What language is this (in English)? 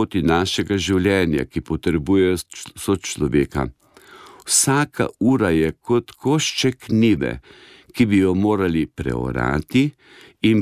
Slovenian